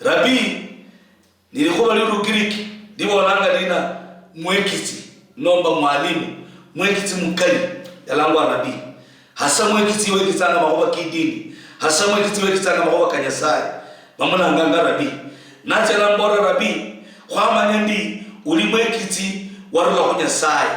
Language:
Luyia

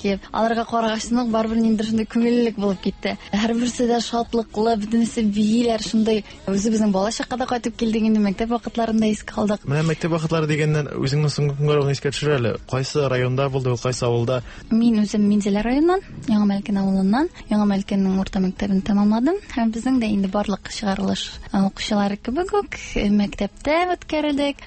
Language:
Tatar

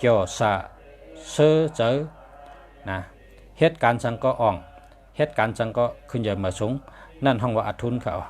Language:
Shan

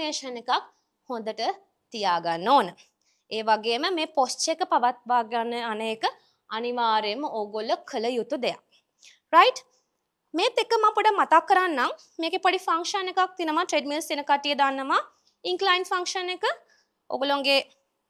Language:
Sinhala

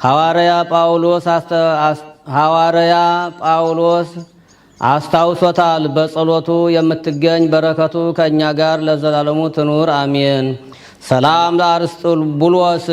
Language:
Amharic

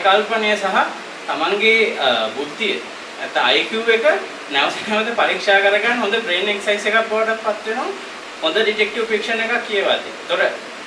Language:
Sinhala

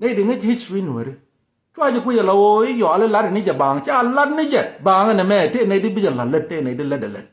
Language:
Nuer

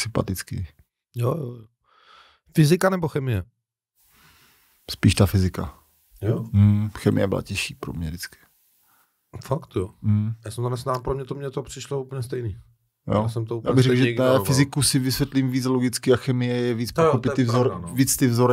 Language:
Czech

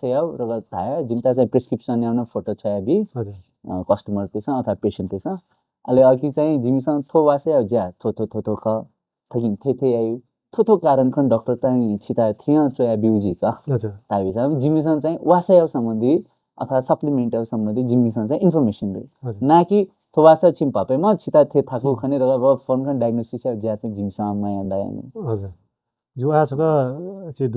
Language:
Newari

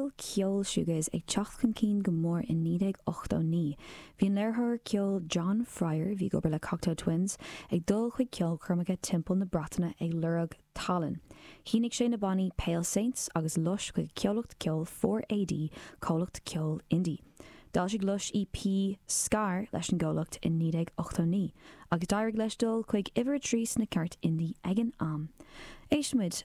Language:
Irish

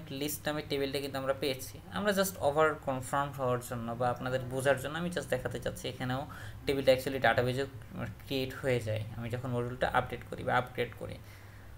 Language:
Bangla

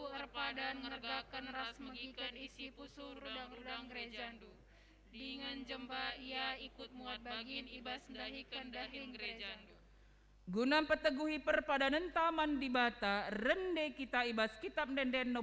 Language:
Batak Karo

